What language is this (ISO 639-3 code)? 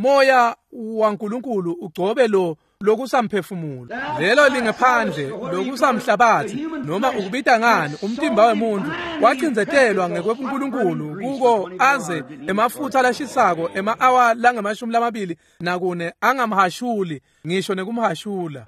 ssw